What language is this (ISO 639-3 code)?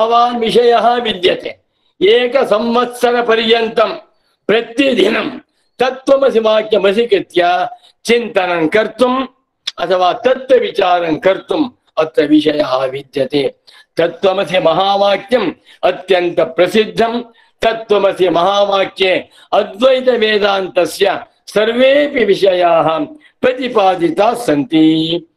san